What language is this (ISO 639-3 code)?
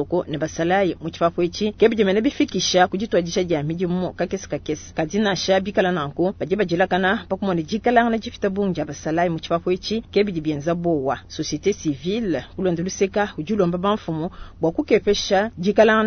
lua